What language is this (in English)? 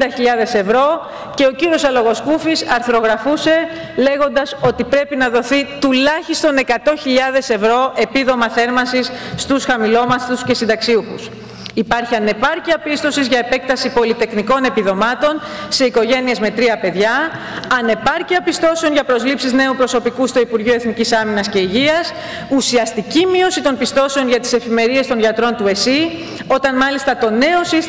Greek